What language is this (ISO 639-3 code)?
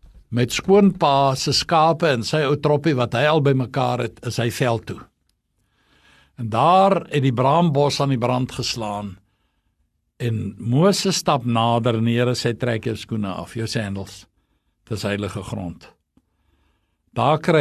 afr